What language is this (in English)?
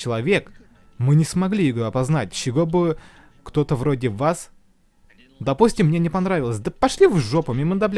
Tatar